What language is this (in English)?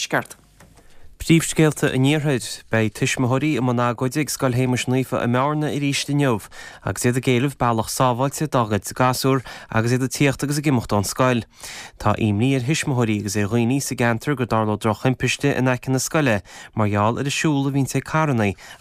Irish